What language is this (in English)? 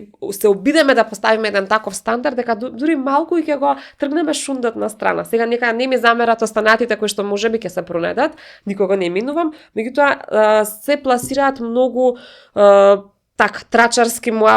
Macedonian